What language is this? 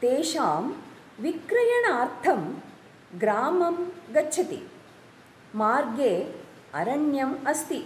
Sanskrit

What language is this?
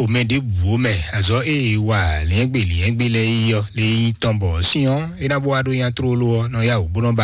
Fon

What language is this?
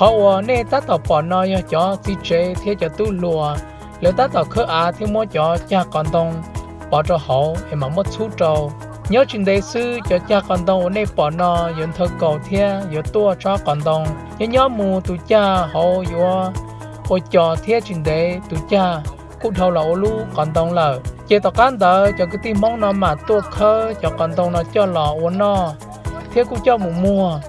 Hmong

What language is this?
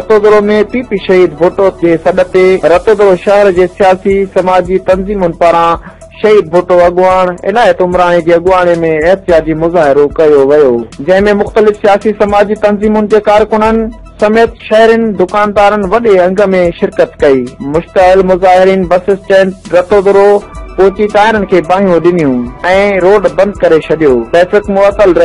Sindhi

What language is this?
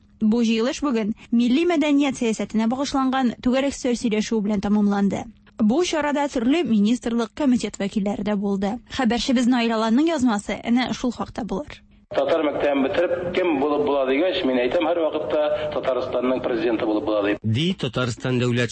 Tatar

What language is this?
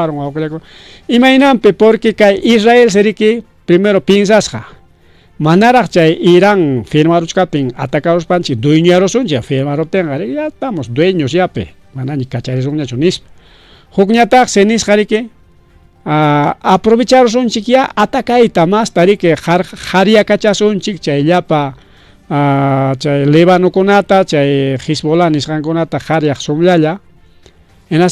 Ayacucho Quechua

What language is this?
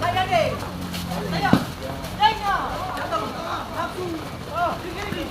Ambonese Malay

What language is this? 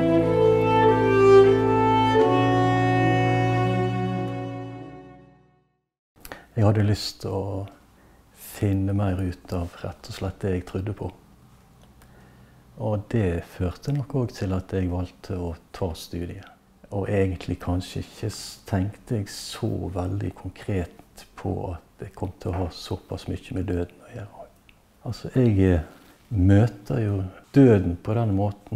Norwegian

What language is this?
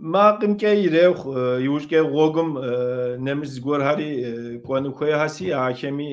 Kabardian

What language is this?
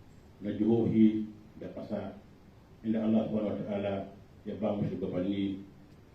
Hausa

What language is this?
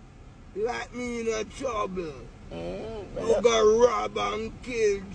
Jamaican Creole English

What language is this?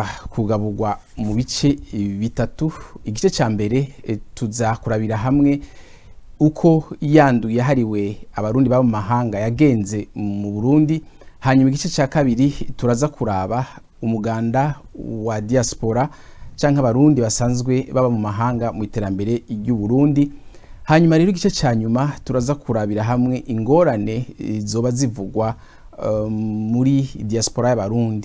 Rundi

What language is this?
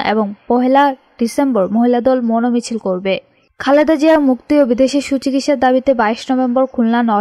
Bangla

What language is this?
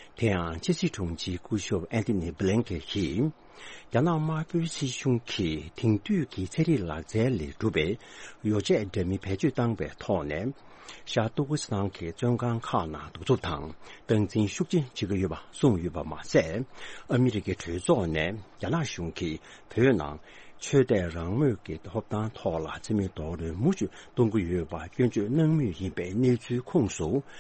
Tibetan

